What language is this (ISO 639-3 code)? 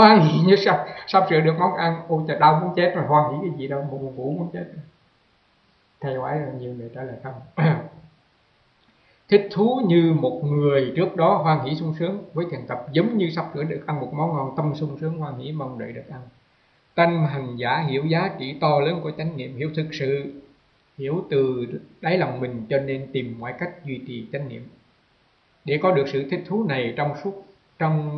vie